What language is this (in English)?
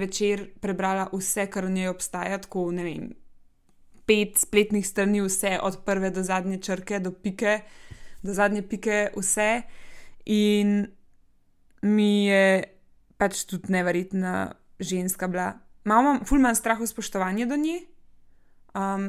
Slovenian